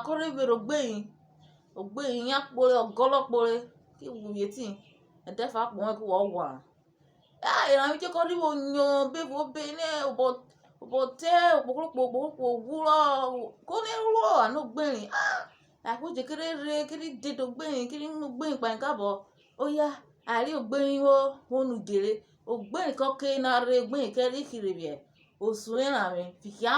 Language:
Urhobo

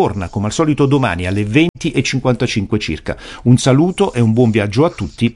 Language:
Italian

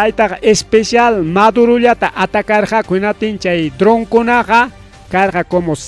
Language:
Ayacucho Quechua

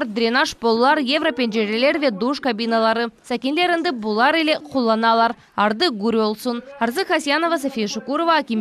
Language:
Crimean Tatar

